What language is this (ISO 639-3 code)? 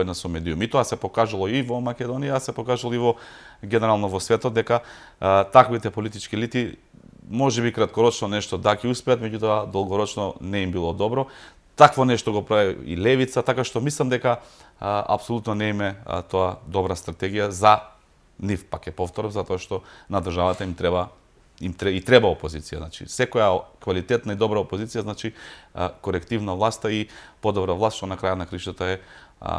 mkd